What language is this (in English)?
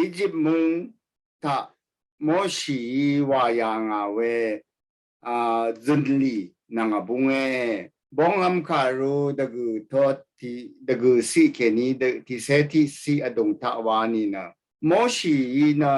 Rawang